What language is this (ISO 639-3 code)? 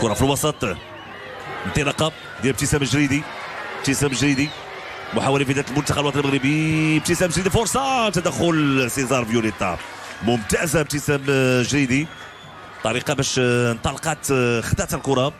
ary